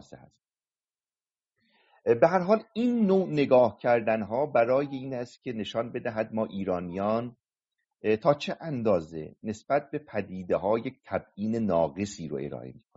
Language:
Persian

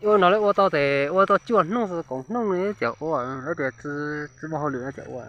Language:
Hmong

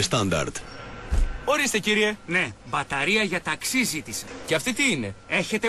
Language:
Greek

